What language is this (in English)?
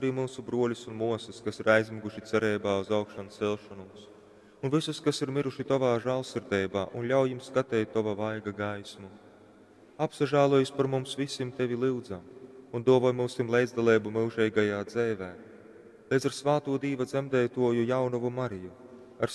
Latgalian